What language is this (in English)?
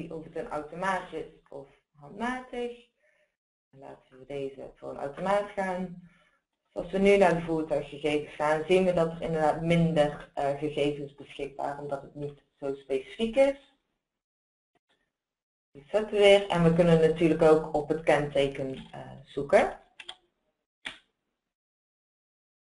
Dutch